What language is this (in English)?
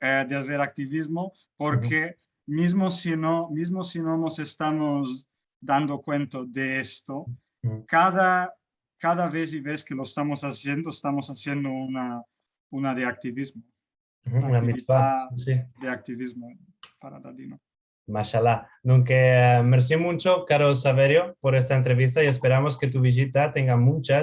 Ladino